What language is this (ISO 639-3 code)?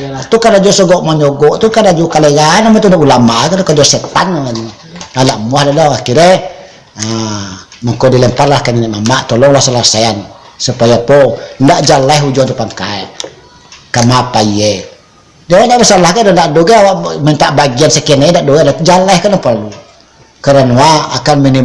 min